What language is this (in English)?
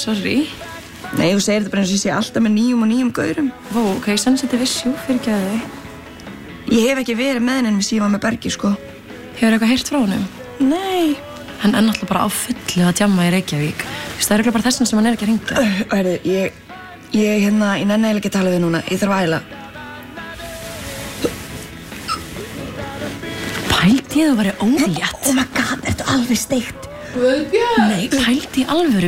Icelandic